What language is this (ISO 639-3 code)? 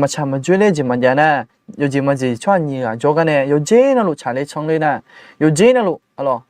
ahk